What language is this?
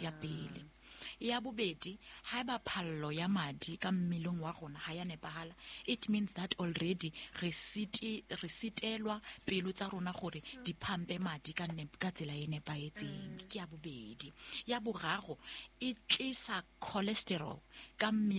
Southern Sotho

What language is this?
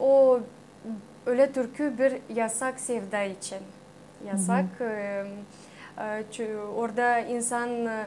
Gagauz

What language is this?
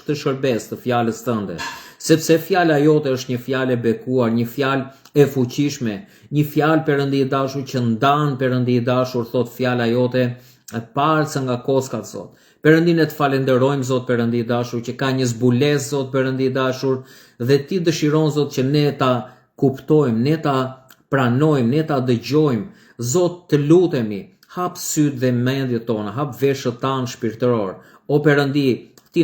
Albanian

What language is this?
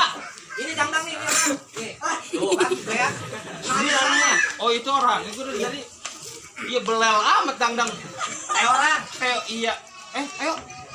Betawi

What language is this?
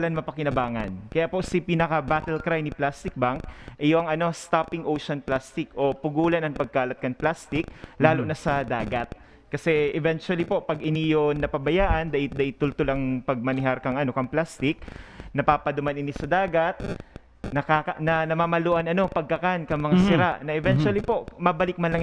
Bikol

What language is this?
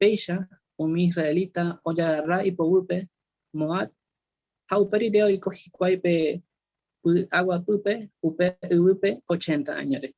Guarani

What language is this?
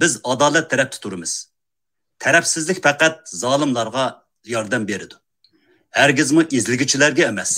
Uyghur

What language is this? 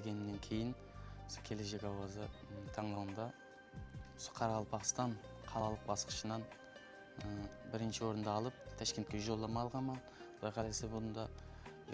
Kara-Kalpak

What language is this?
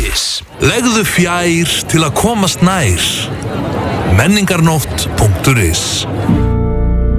Icelandic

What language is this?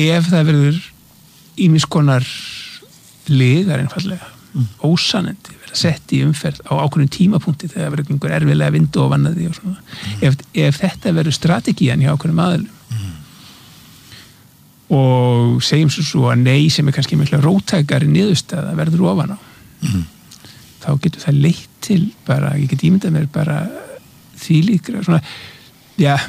Icelandic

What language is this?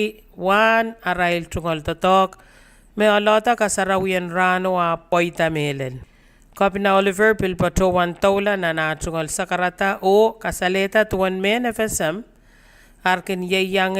Pohnpeian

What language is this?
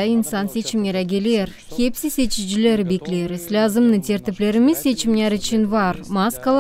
Gagauz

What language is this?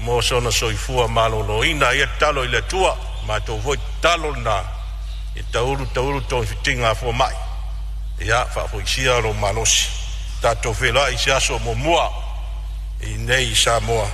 Samoan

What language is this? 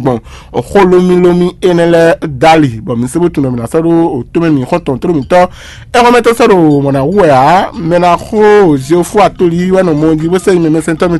Fon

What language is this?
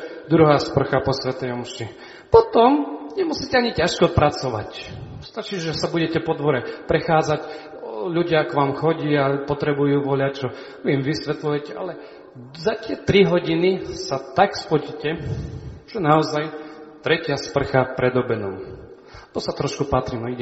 Slovak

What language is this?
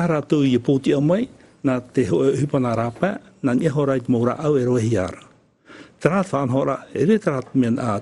Tahitian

